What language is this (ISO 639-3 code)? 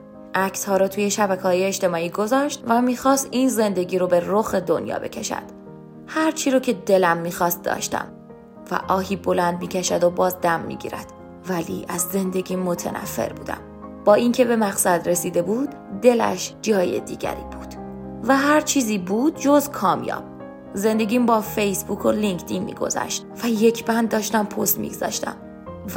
fas